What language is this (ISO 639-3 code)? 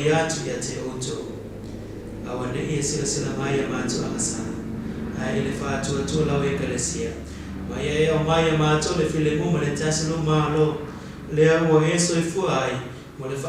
smo